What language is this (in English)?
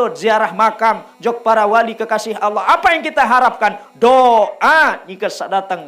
Sasak